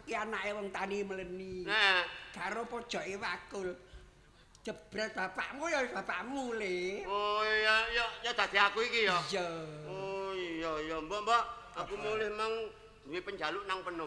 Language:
Javanese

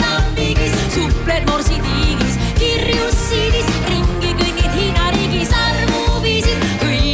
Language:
Estonian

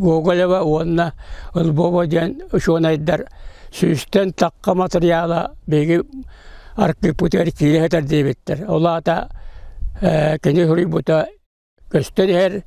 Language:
Yakut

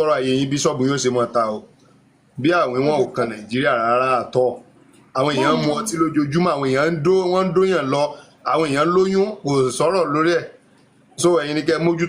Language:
Yoruba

